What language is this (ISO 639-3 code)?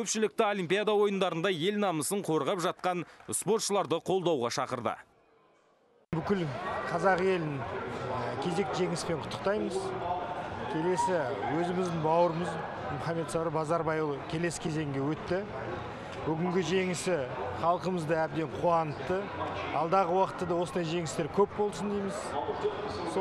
kaz